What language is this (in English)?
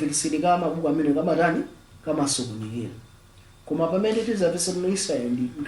Nyanja